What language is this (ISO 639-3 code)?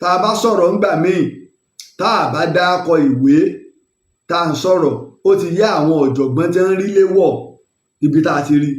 yor